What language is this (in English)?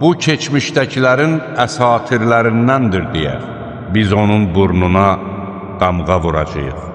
Azerbaijani